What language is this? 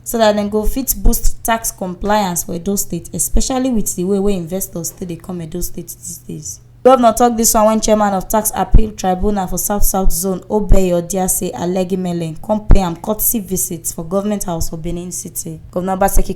Nigerian Pidgin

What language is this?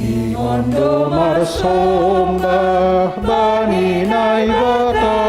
Batak Simalungun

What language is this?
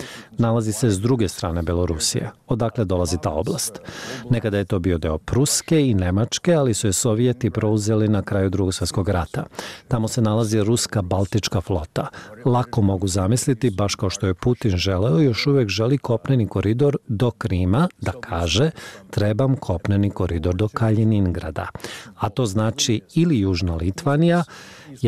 Serbian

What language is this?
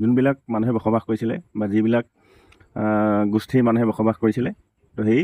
Assamese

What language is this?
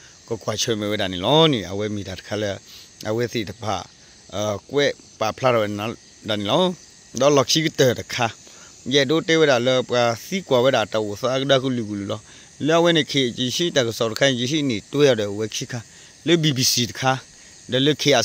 S'gaw Karen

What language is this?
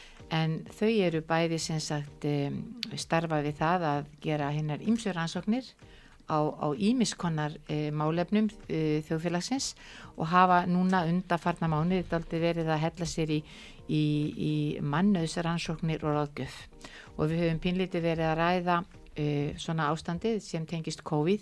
Icelandic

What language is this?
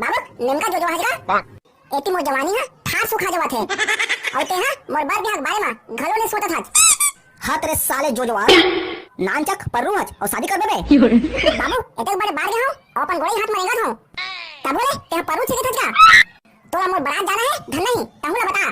Chhattisgarhi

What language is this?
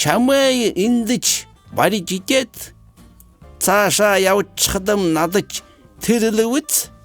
Buriat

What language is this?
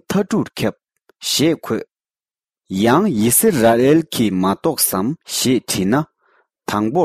Tibetan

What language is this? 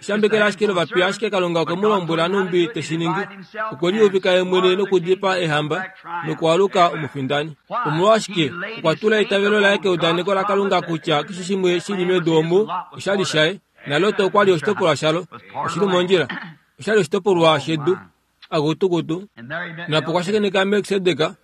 Kuanyama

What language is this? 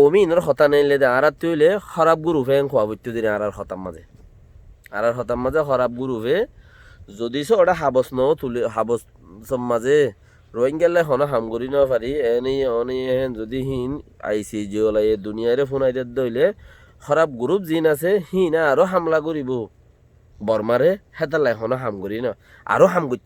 Rohingya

